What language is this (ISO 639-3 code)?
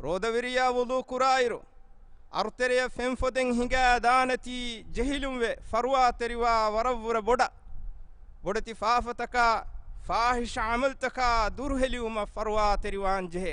div